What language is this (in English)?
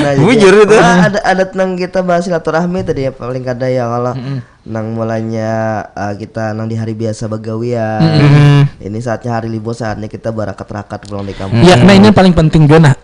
Banjar